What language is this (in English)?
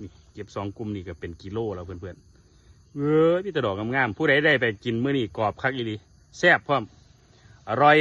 Northeastern Thai